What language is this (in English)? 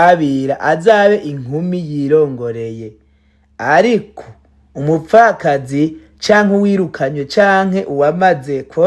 Rundi